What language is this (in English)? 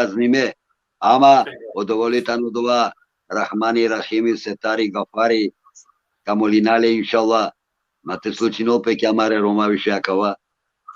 Balkan Romani